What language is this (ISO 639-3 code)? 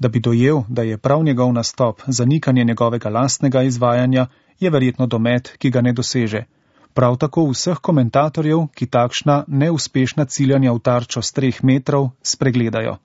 slv